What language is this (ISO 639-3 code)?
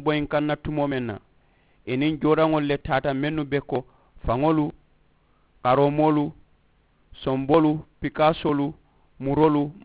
man